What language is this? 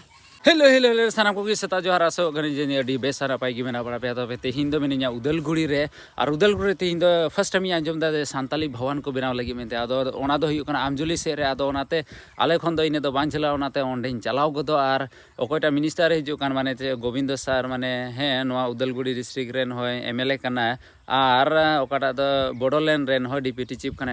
Santali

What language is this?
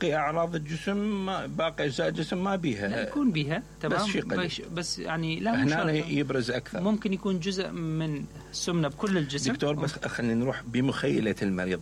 Mesopotamian Arabic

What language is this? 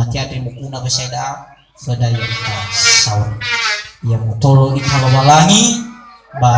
Nias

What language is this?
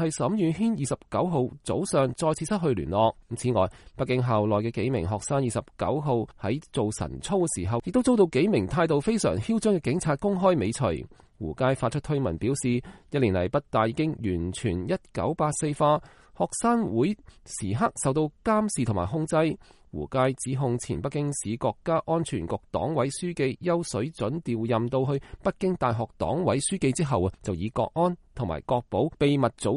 Cantonese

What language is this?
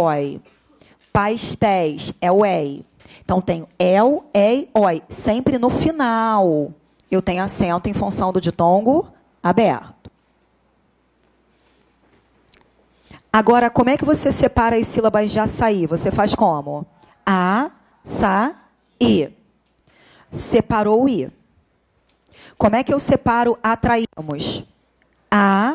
Portuguese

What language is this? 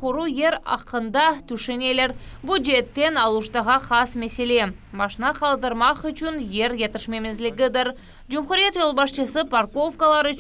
Crimean Tatar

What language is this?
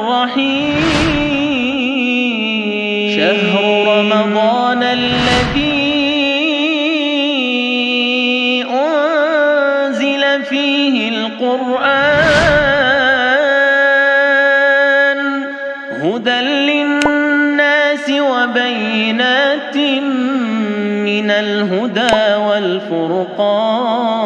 Indonesian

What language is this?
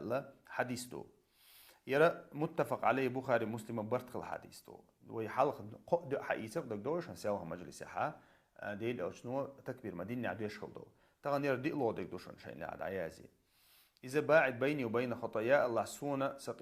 Chechen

